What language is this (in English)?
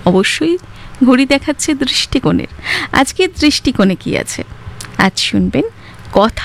Bangla